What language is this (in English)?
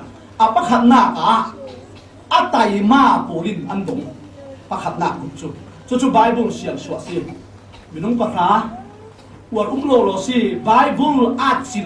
Falam Chin